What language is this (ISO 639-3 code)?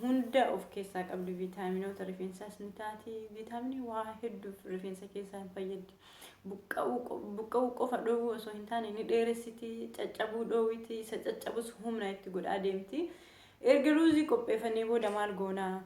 orm